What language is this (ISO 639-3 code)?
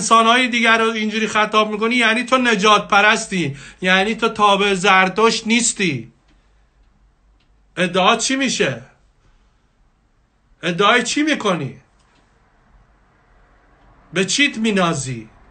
fas